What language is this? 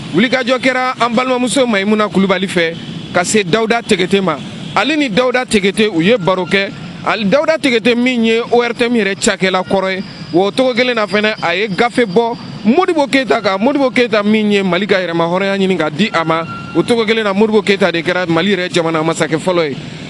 Bambara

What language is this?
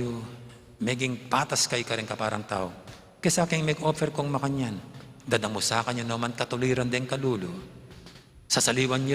Pampanga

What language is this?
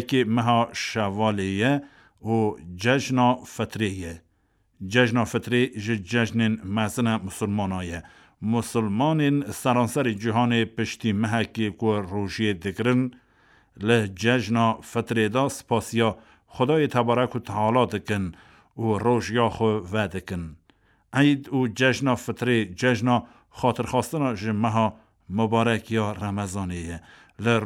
Kurdish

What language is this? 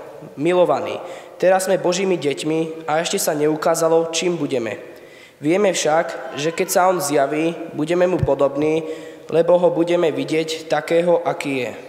Slovak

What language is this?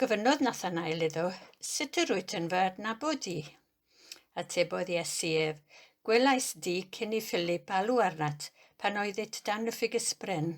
Welsh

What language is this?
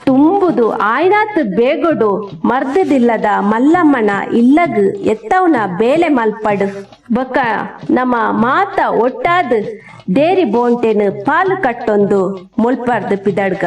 Tulu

